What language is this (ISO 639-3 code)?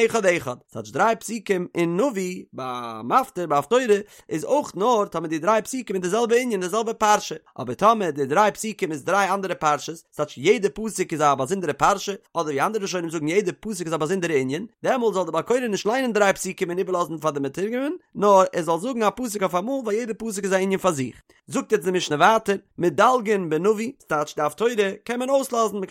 yid